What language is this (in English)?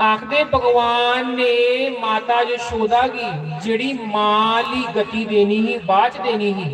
Dogri